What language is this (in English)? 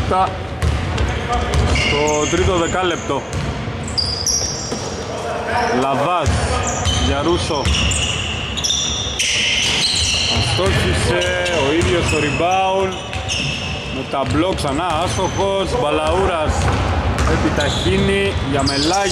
Greek